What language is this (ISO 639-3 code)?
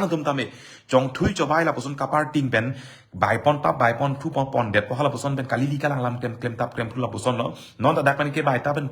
mjw